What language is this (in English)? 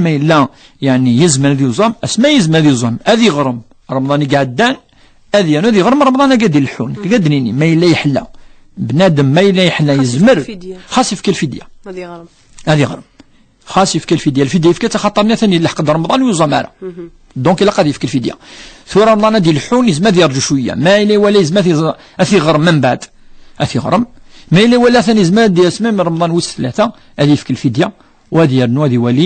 Kabyle